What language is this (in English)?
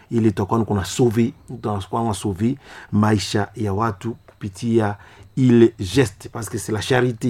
Swahili